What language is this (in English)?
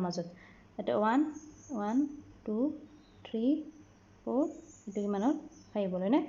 Assamese